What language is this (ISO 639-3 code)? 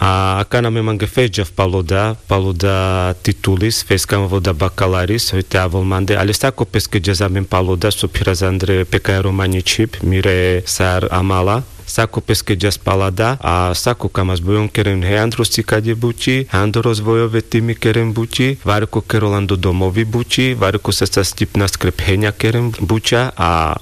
rmc